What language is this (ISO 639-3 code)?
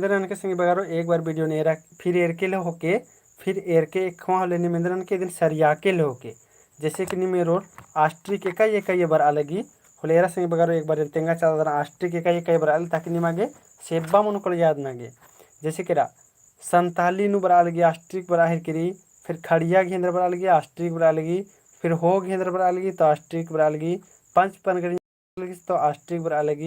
kru